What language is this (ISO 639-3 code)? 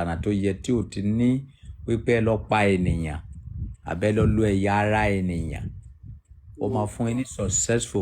yor